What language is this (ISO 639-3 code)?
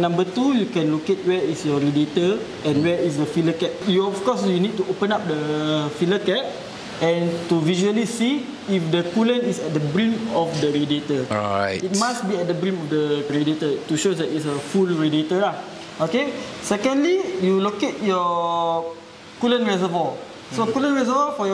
eng